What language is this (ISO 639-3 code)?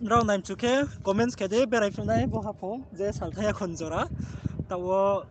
ria